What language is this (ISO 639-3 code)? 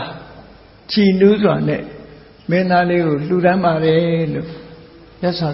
mya